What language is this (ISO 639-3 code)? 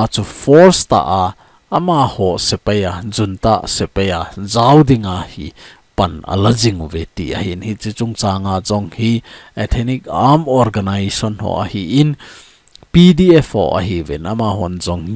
tcz